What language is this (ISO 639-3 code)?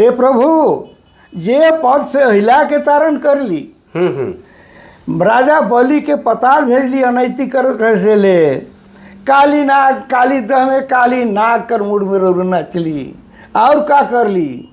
sck